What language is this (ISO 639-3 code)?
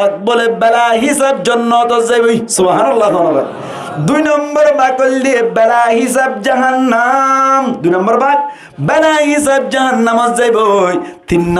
rhg